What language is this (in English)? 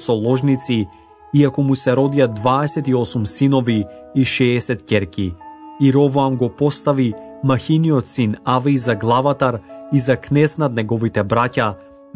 Macedonian